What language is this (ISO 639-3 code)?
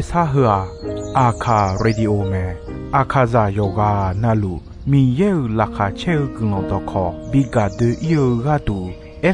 ahk